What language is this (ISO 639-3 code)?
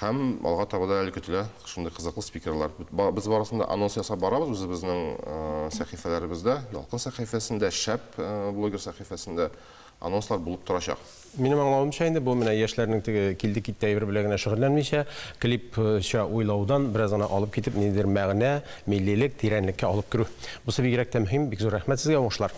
tat